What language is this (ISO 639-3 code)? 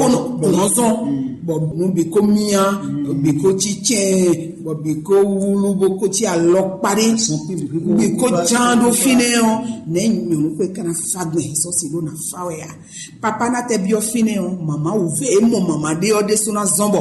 fon